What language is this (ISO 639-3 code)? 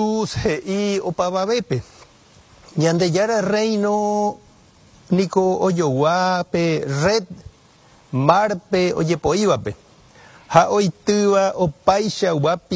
grn